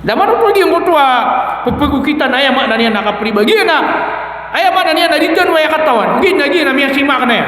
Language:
Maranao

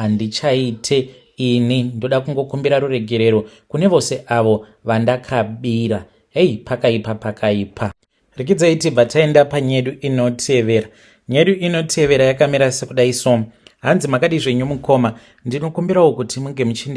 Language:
Shona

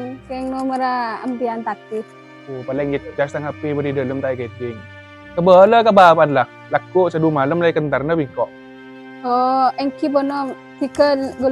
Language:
Madurese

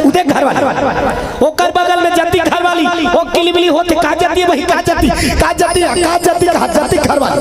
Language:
Chhattisgarhi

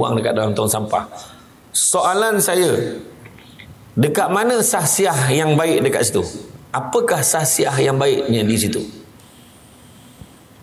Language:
Malay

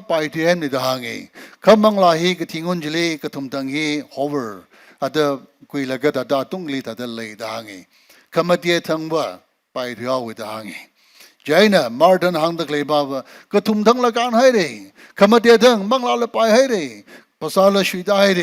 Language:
Tangkhul Naga (India)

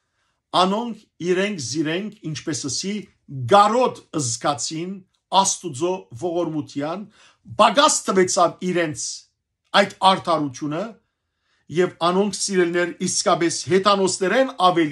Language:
Western Armenian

